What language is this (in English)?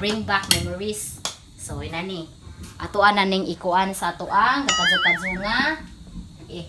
Cebuano